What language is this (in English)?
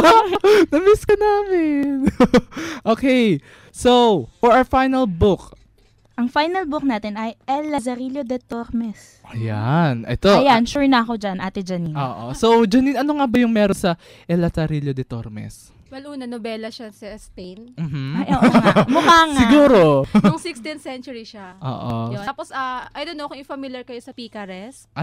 Filipino